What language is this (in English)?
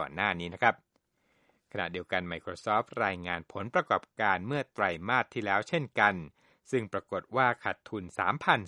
Thai